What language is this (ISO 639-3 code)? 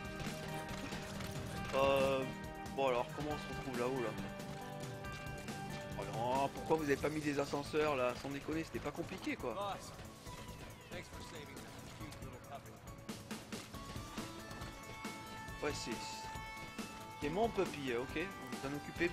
fra